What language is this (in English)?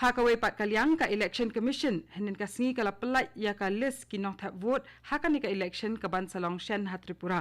Khasi